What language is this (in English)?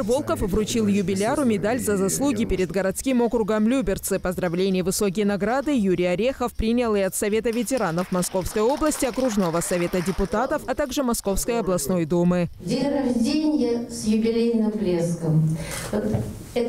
Russian